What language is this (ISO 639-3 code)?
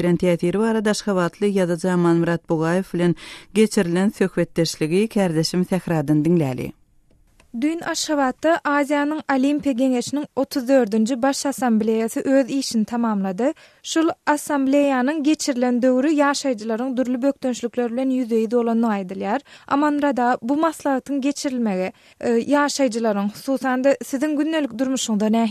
tuk